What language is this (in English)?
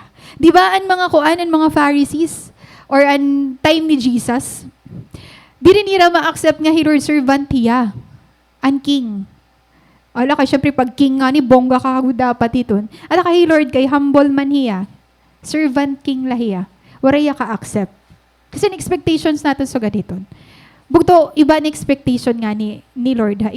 Waray